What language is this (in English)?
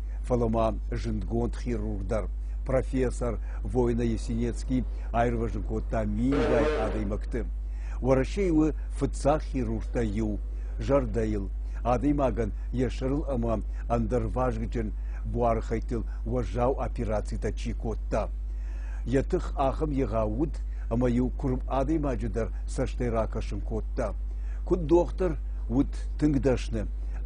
Ossetic